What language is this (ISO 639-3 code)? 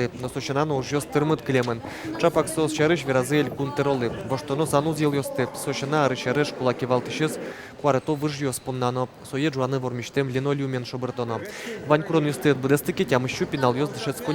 udm